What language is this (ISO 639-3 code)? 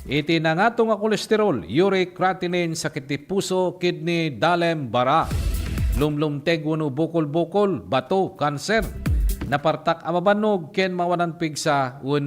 ilo